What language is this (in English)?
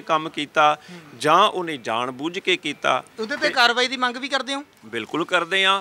Punjabi